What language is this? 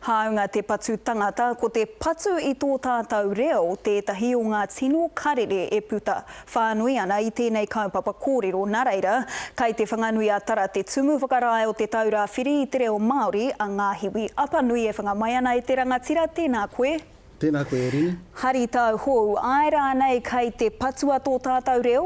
Māori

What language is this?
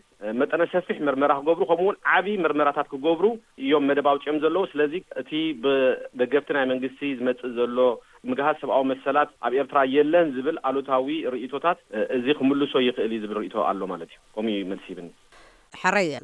Tigrinya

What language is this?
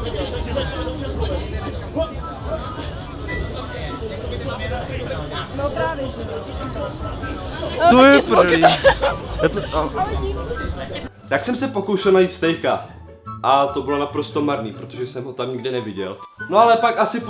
Czech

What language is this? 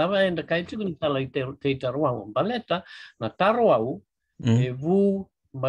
Fijian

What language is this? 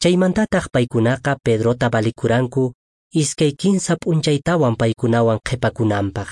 Quechua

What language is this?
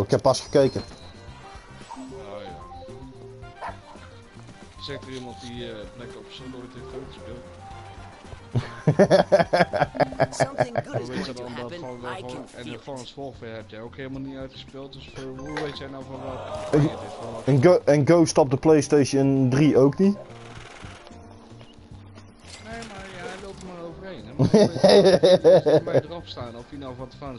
Dutch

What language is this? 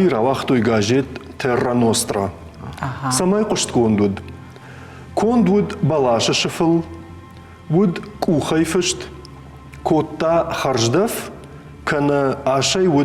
Ossetic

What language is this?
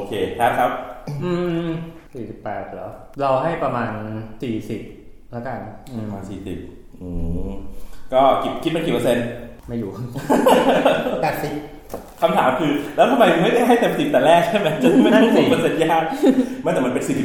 Thai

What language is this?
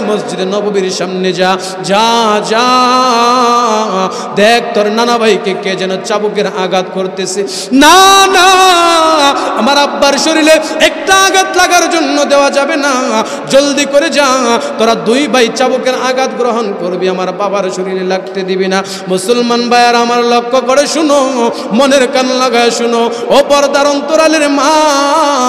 Bangla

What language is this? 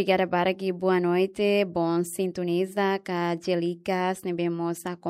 Tetum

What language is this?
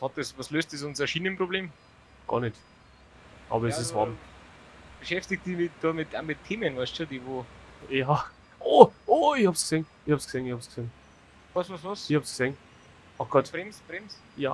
Bavarian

